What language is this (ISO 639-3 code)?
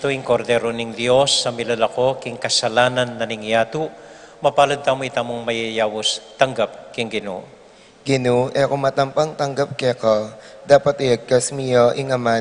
pam